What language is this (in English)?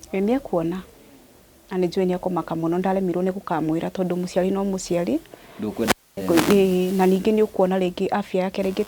Kikuyu